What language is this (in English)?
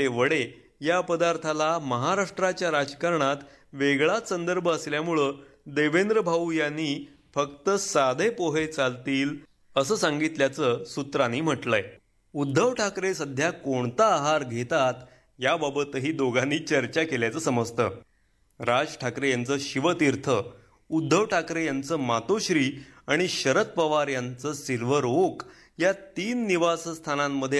Marathi